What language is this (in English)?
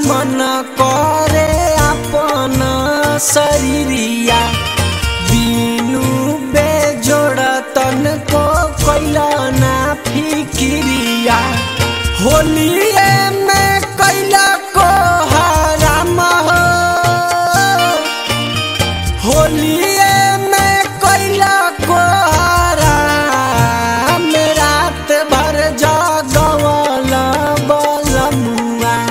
Bhojpuri